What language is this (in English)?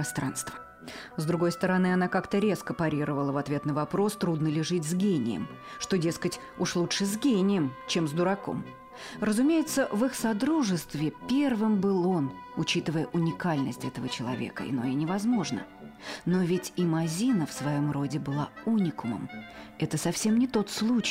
Russian